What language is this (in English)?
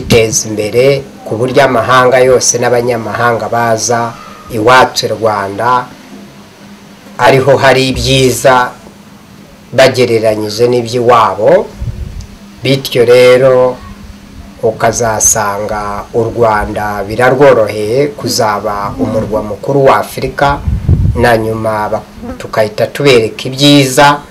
Kinyarwanda